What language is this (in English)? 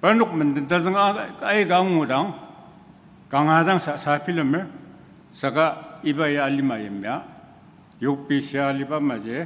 Ao Naga